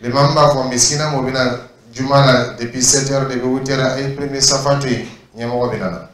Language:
Dyula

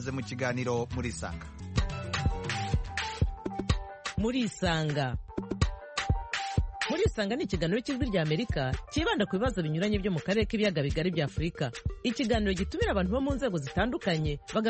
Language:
Kinyarwanda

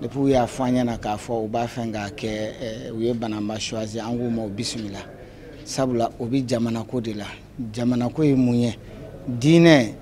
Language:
Bambara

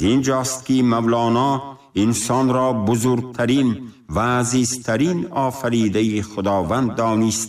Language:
Tajik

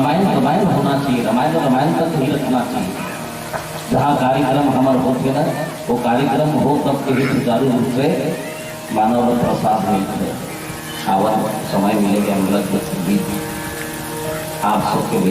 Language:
Chhattisgarhi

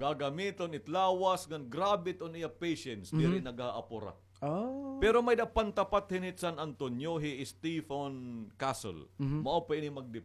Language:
Waray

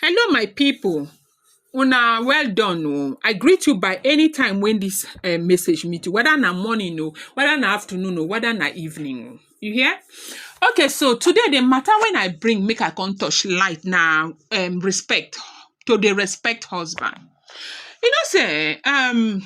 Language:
Nigerian Pidgin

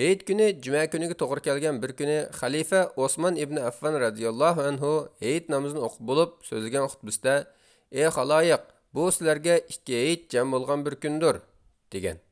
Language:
Uyghur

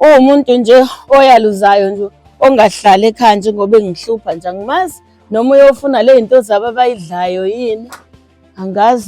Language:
Zulu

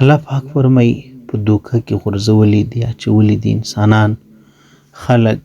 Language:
Pashto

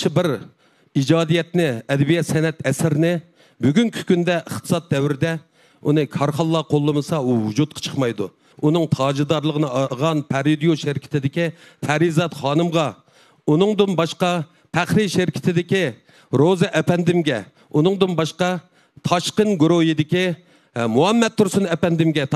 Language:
Uyghur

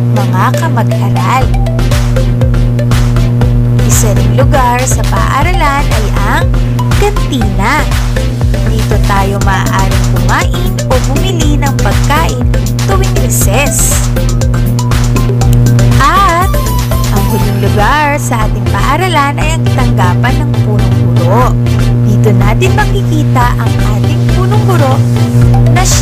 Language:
Filipino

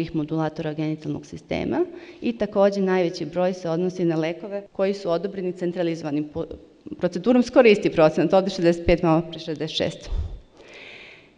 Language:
Serbian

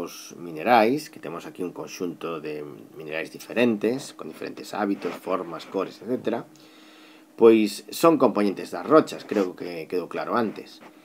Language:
Galician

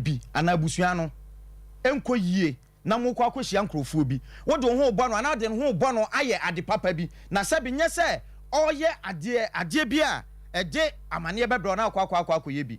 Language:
Akan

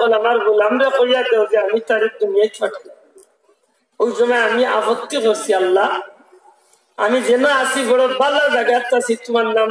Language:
Sylheti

